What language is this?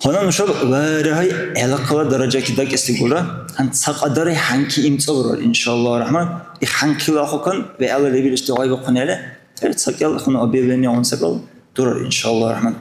Dargwa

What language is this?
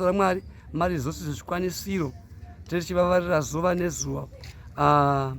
Shona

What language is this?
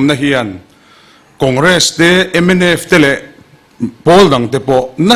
Mizo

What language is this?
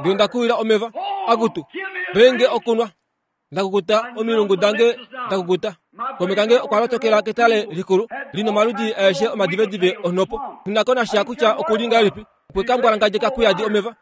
Kuanyama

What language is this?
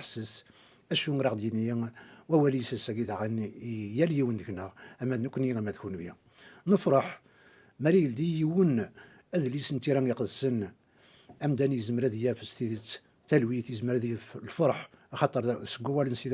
Kabyle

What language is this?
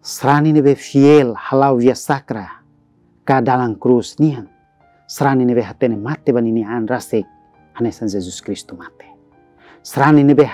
Tetum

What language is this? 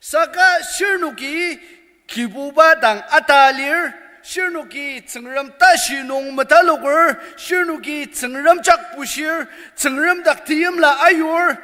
Ao Naga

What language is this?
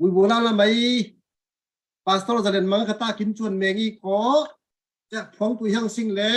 Falam Chin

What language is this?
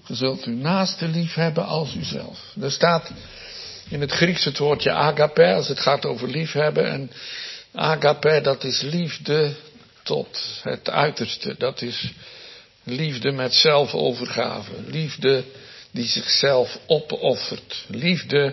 Dutch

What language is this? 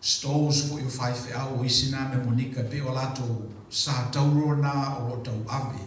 Samoan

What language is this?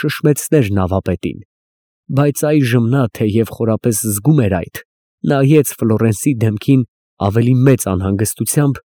Armenian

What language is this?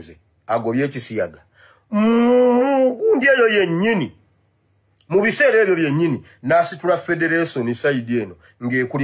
Ganda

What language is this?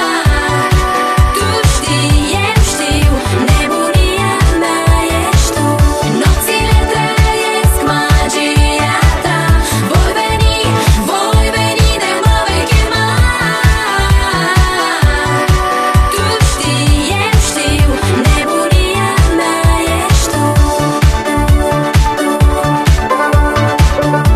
Romanian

